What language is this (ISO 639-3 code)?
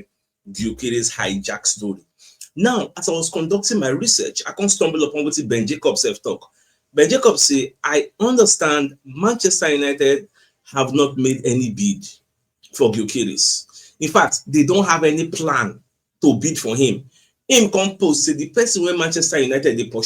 pcm